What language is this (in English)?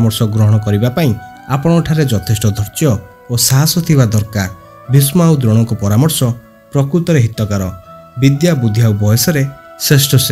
Odia